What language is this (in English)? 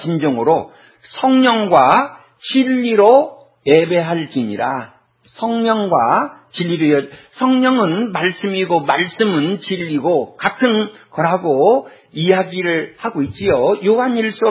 Korean